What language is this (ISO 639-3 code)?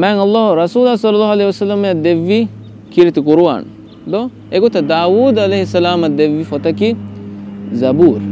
div